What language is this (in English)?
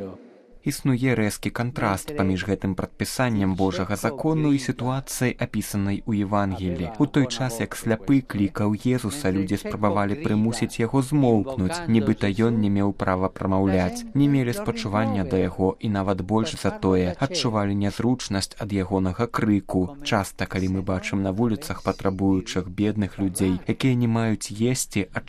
Belarusian